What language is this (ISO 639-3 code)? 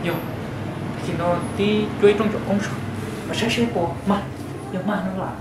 hmn